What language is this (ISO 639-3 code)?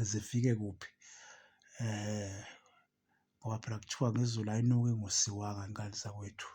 zul